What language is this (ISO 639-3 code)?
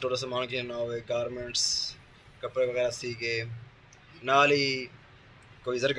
skr